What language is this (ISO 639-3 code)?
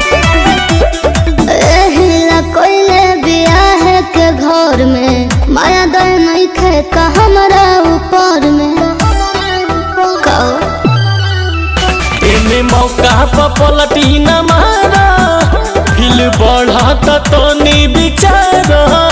bho